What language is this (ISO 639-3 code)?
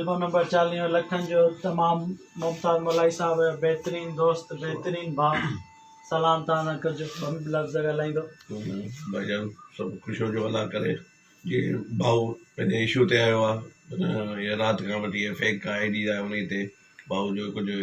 snd